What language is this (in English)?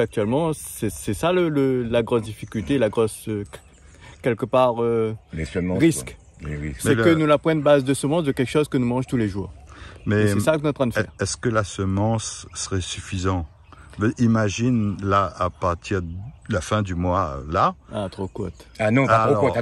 Réunion Creole French